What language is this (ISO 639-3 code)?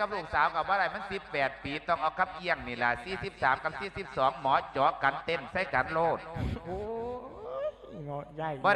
lao